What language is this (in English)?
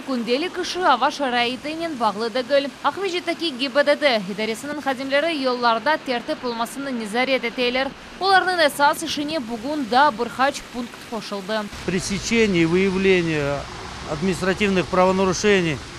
Crimean Tatar